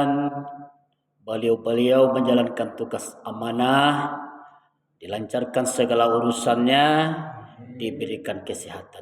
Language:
Minangkabau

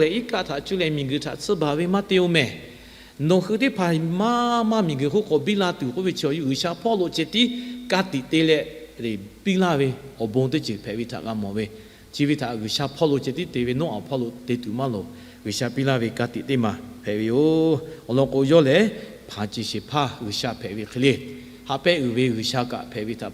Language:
Lahu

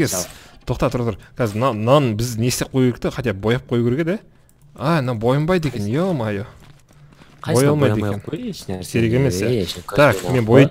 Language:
Kazakh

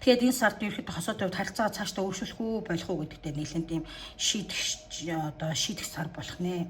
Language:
Mongolian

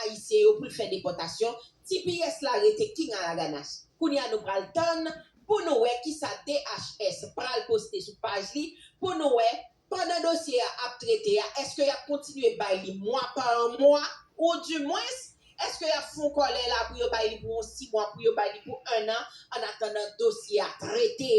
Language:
Haitian Creole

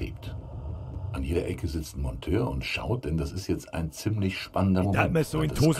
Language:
Bavarian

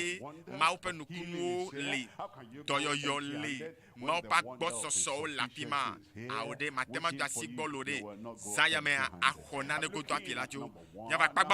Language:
Ewe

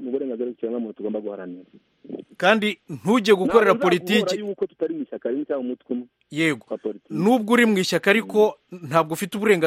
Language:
Kinyarwanda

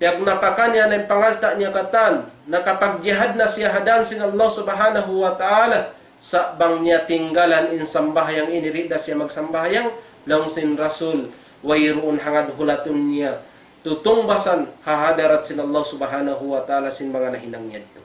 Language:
Tausug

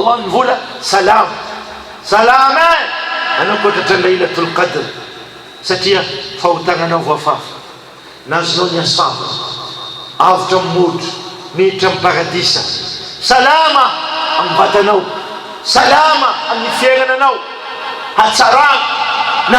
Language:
Malagasy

